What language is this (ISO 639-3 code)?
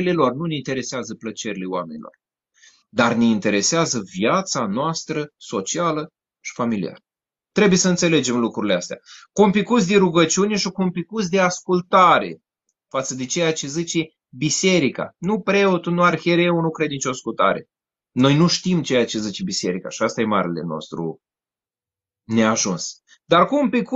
ron